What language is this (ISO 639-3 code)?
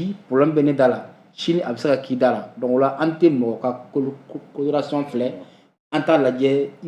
bam